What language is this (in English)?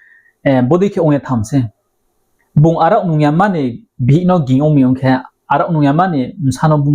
Riang (India)